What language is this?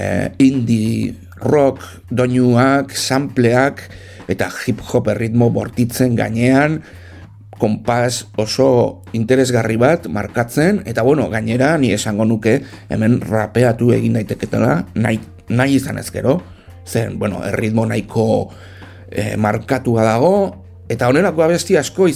Basque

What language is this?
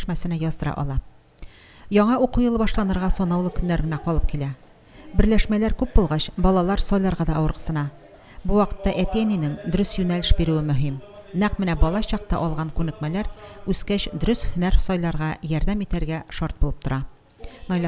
Tatar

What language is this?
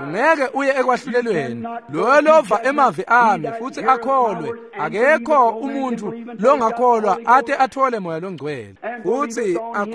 Swati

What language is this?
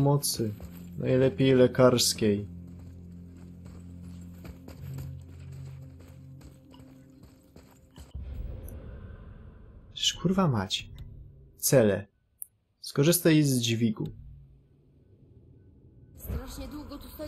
Polish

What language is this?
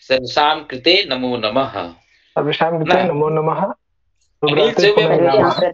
Sanskrit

